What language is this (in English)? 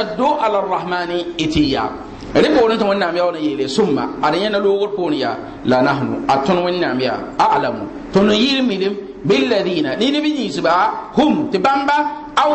Mossi